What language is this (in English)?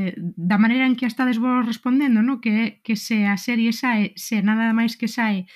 Galician